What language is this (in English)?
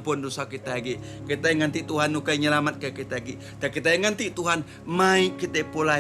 Iban